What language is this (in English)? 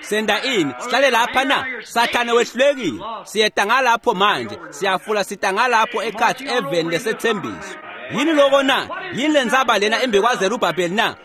Swati